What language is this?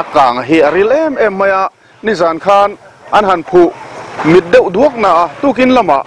Mizo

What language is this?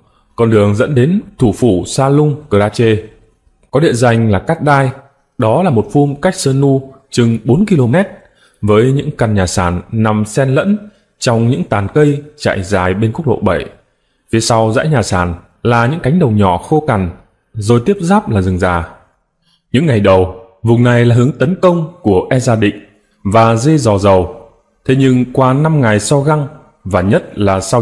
Vietnamese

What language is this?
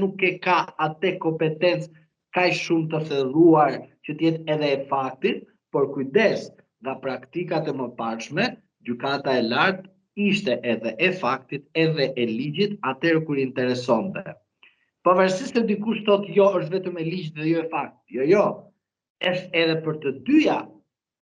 Albanian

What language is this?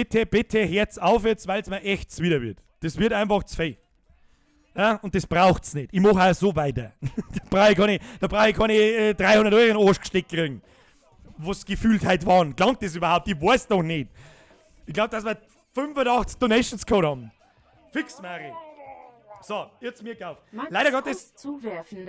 Bavarian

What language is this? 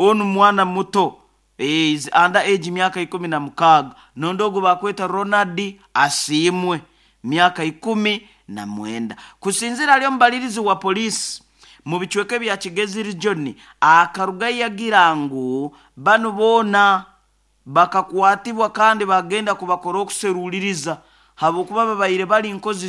Nyoro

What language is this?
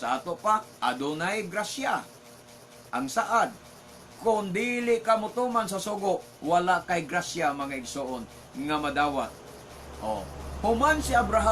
Cebuano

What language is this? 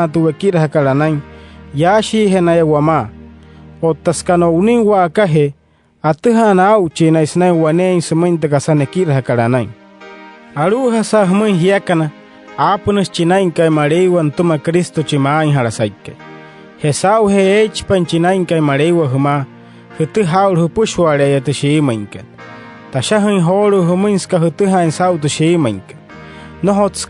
Wayuu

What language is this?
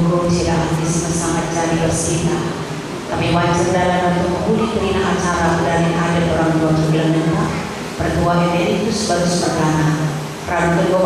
Batak Karo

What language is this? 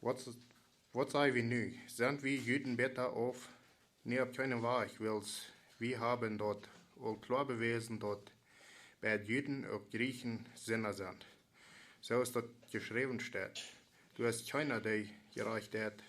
Plautdietsch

